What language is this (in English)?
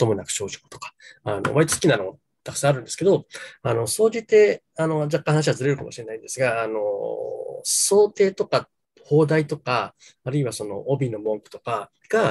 Japanese